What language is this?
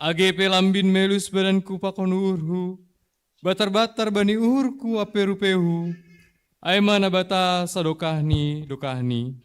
Batak Simalungun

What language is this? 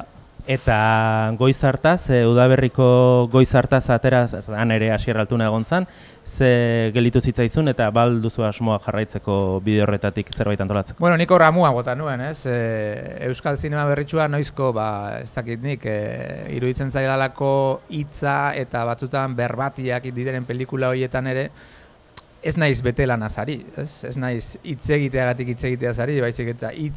Basque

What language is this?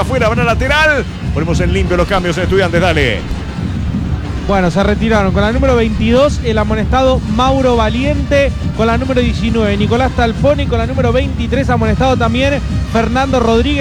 Spanish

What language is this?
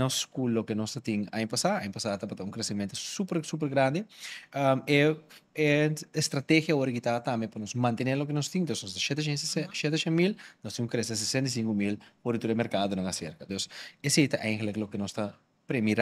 Papiamento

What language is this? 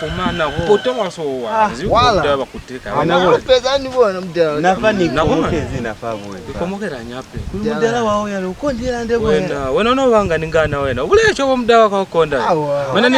Lozi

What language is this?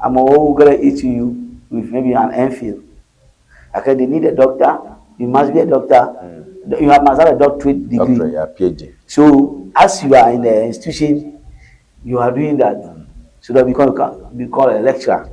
Ewe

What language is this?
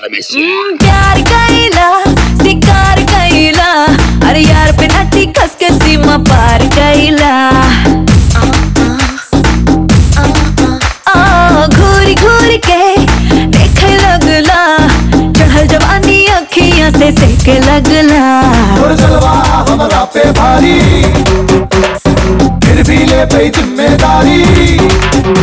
Bhojpuri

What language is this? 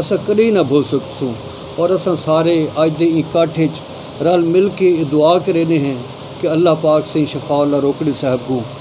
Saraiki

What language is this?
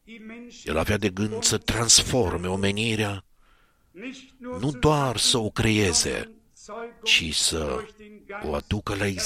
Romanian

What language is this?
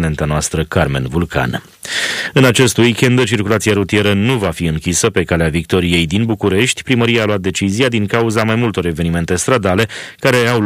Romanian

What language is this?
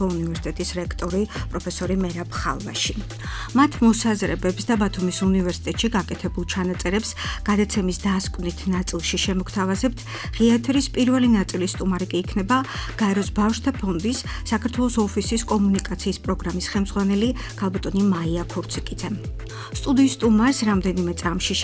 Georgian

